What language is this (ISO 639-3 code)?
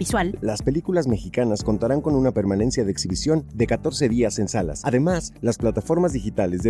spa